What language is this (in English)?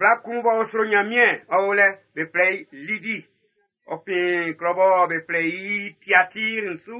Baoulé